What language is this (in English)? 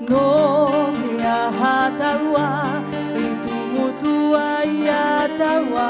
Tahitian